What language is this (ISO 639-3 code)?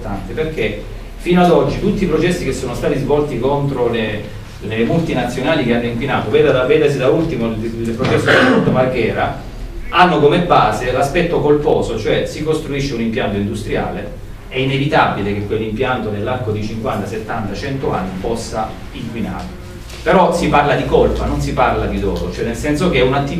ita